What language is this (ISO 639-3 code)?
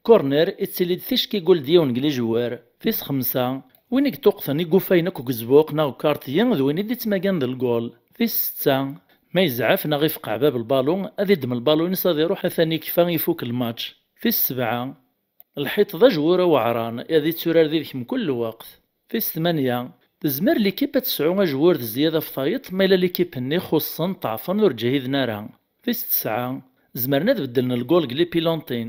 kab